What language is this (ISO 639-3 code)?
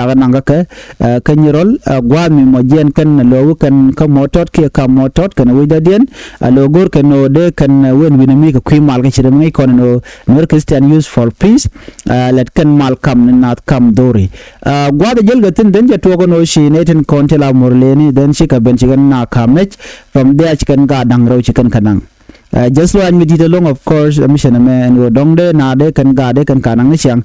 nus